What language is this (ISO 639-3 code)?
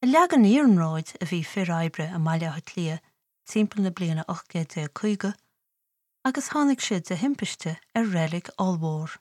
gle